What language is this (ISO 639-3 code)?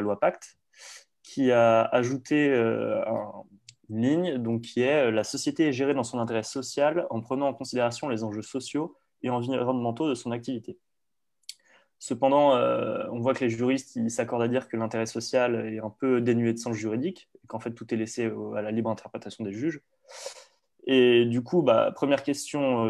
fra